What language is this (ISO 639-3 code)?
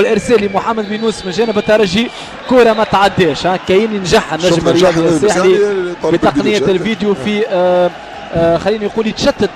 aeb